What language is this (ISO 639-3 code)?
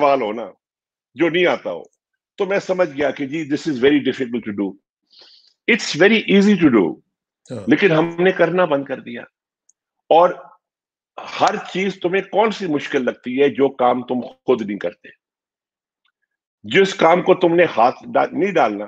urd